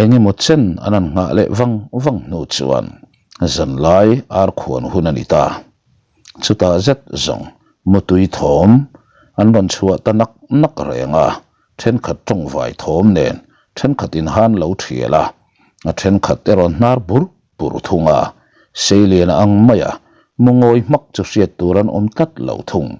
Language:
Mizo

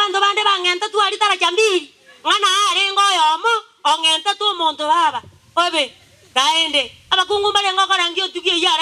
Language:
Gusii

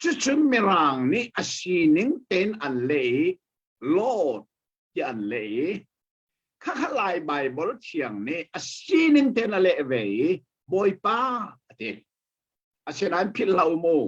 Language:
Hakha Chin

